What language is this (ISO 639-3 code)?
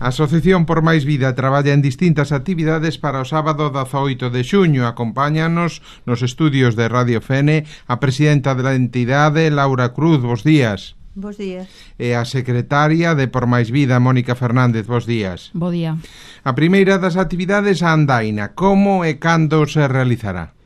glg